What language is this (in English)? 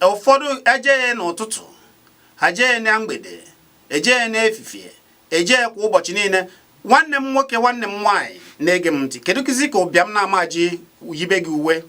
Igbo